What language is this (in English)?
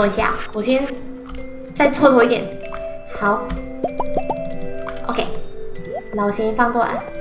Chinese